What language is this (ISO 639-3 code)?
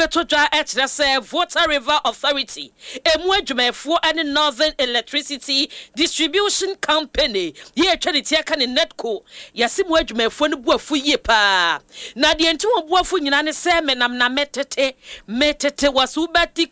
aka